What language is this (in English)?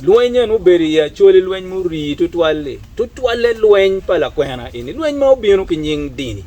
Acoli